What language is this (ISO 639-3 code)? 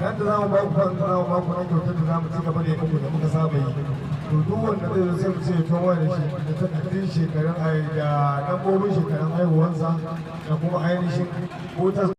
hau